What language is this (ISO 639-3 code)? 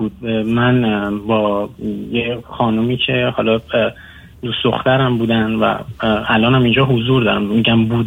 fas